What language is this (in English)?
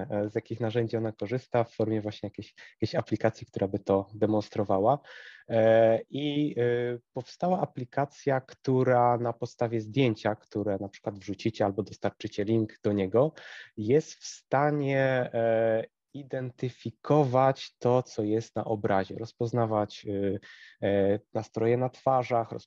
Polish